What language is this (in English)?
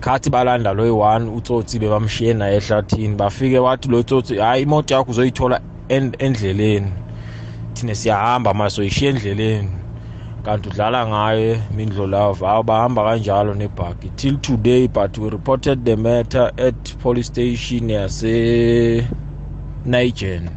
South Ndebele